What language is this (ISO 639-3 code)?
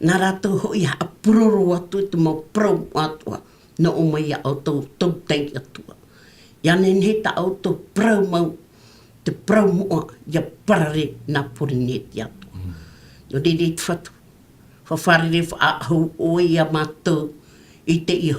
tah